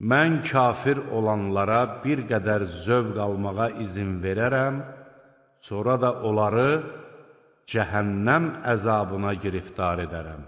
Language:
Azerbaijani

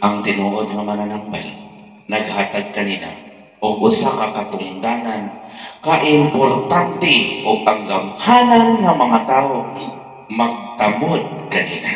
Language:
Cebuano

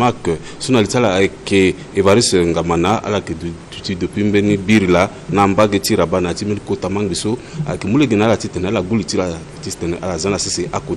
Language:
Sango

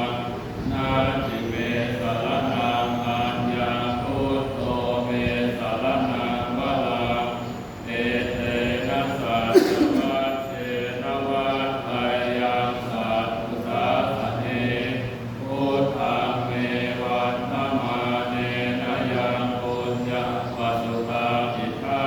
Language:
Pali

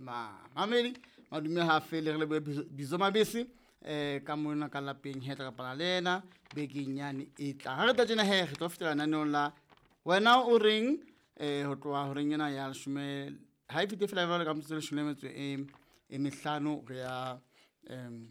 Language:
Southern Sotho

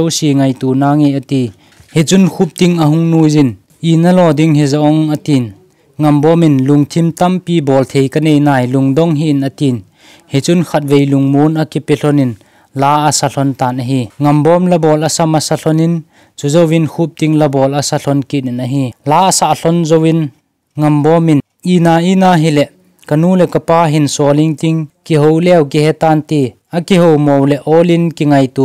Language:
Thado Chin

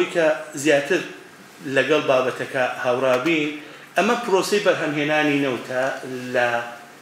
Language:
Central Kurdish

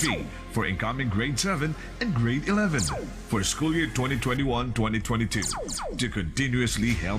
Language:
Bikol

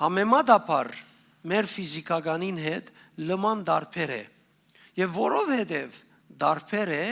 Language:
Western Armenian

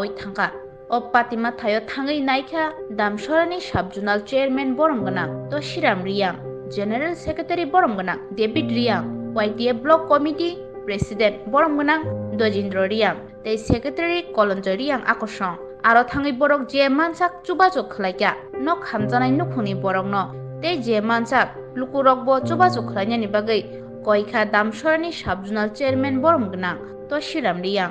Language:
Kok Borok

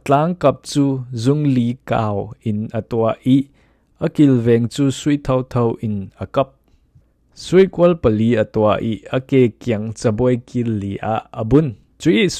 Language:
Falam Chin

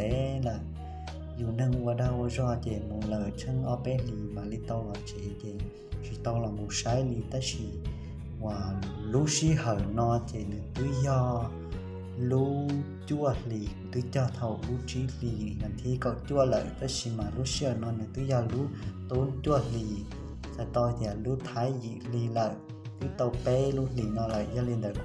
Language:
Hmong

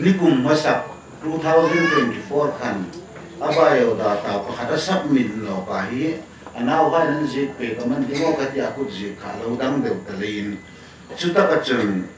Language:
Hmar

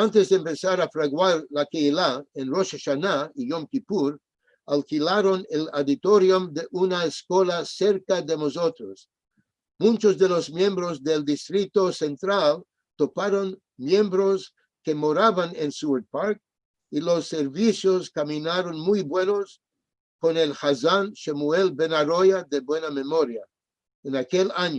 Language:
Ladino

